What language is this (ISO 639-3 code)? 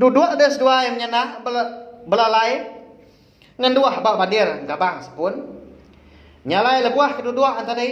iba